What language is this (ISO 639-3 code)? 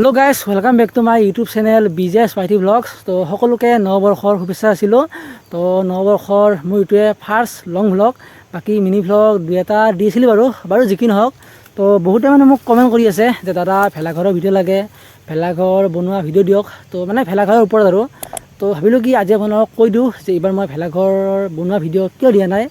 asm